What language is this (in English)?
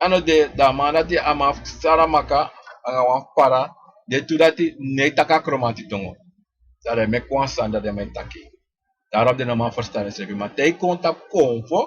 Sranan Tongo